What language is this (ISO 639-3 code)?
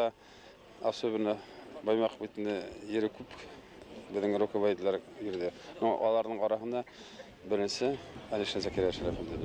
bak